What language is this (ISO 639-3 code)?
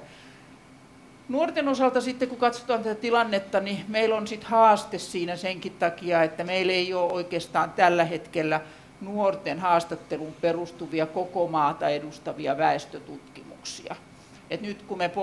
fin